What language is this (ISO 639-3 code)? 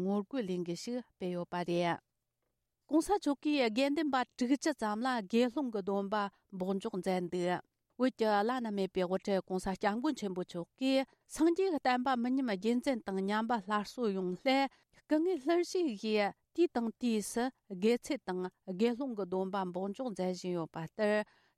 bod